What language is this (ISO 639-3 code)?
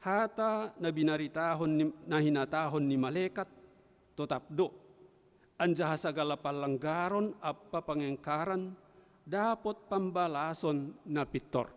bts